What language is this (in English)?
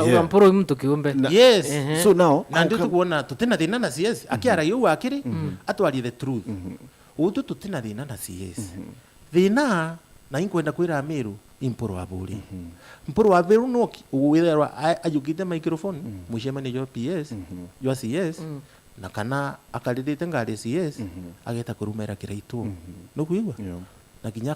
Meru